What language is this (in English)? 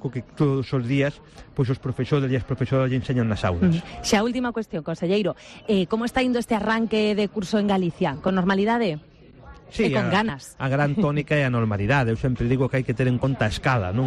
Galician